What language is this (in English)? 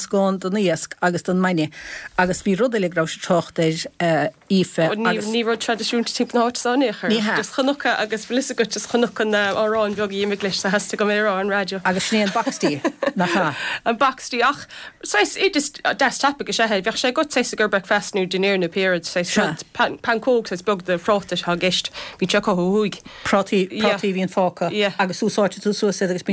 Irish